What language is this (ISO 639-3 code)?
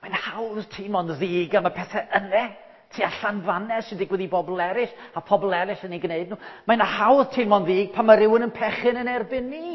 cym